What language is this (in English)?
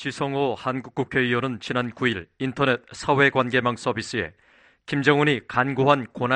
Korean